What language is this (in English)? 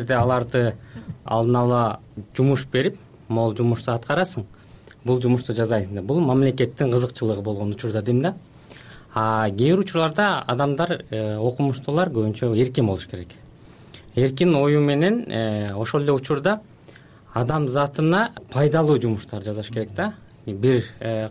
Kyrgyz